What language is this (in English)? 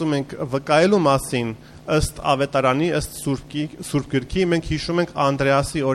Armenian